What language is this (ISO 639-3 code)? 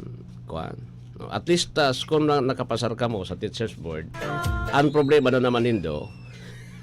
bik